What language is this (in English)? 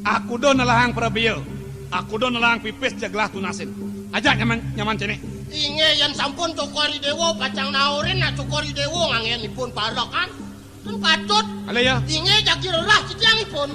Balinese